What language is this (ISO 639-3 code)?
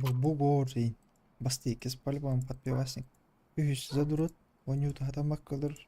sah